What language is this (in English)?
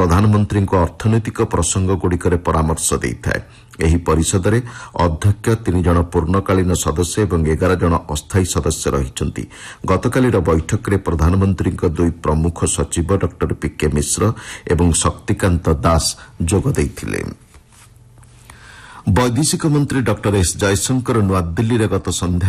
Odia